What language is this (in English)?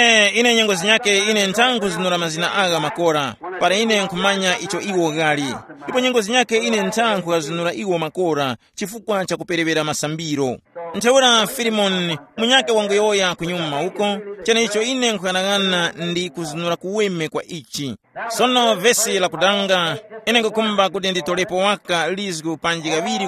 Tumbuka